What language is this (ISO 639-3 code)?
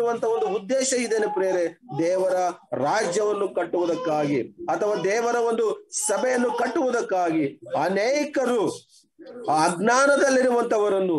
kan